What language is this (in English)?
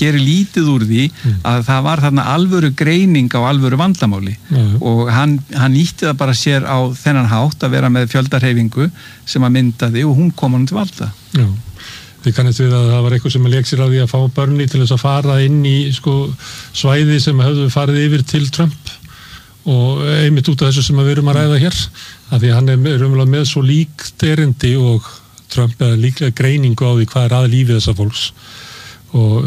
Icelandic